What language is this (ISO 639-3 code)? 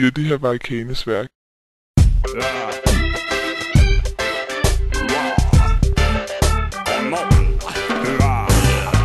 dan